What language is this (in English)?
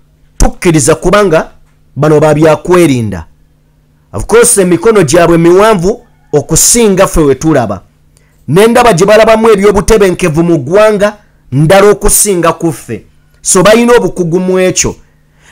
Ganda